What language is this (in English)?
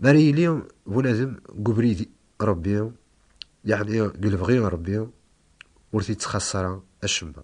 Kabyle